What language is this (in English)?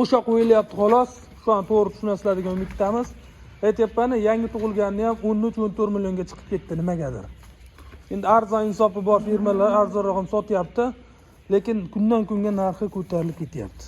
Uzbek